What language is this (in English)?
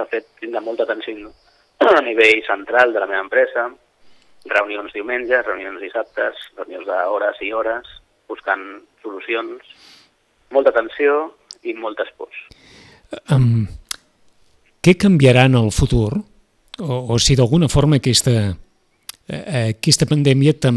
Catalan